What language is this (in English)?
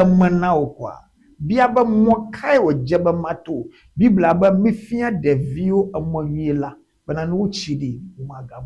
Ewe